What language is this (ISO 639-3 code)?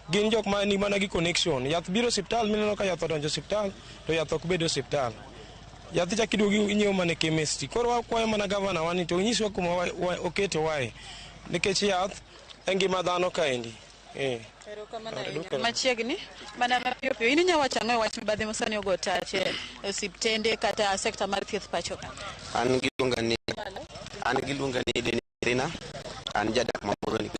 luo